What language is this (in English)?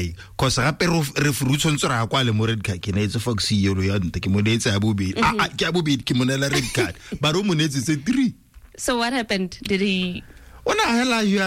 Tswana